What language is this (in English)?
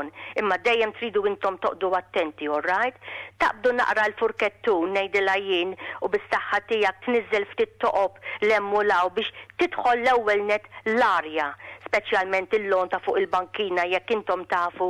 Maltese